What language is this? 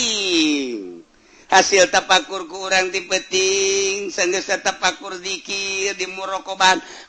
Sundanese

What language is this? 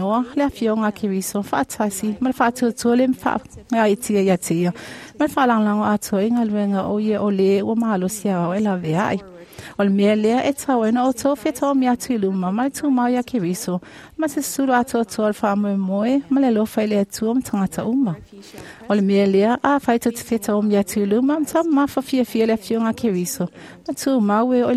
Samoan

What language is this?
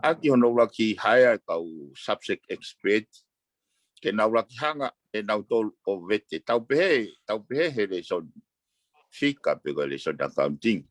Tongan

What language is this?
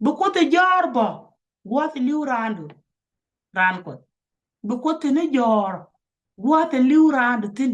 Nuer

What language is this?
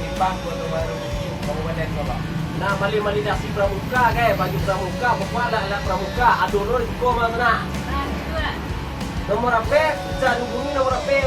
Minangkabau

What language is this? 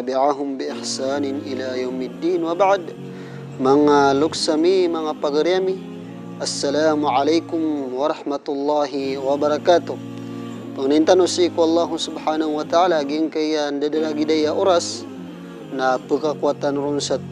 Maranao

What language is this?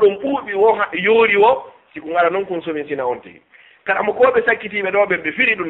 Fula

